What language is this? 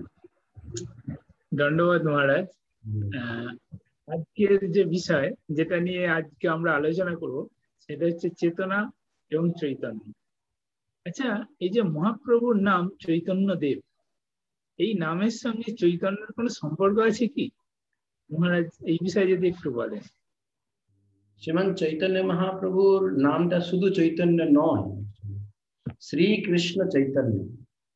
Bangla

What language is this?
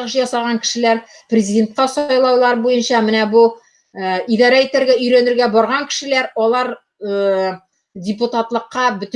Tatar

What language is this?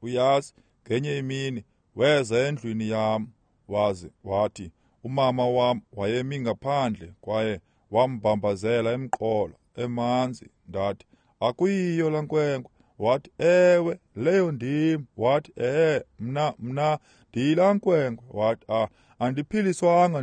Xhosa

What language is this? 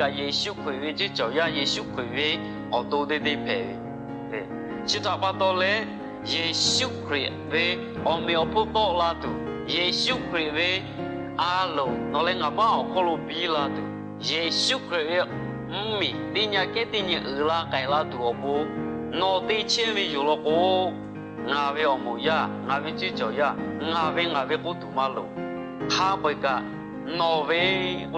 Lahu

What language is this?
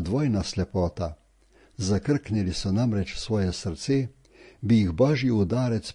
Slovenian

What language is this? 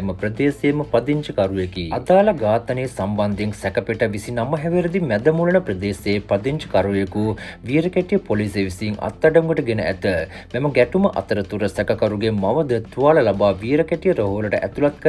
Sinhala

